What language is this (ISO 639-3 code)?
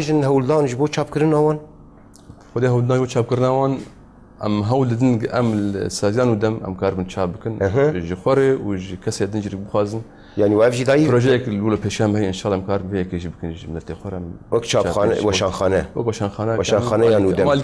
kur